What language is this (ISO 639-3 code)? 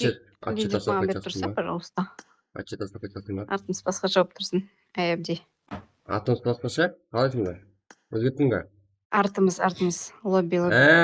kaa